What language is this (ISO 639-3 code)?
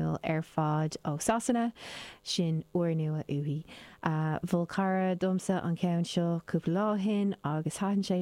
gle